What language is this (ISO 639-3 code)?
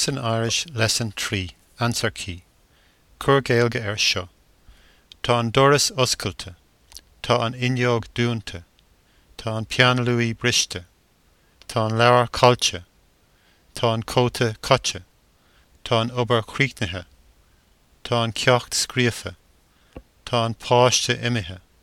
gle